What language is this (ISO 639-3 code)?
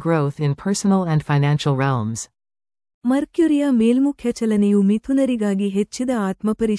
kan